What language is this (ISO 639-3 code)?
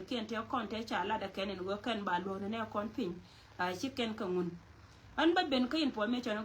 nus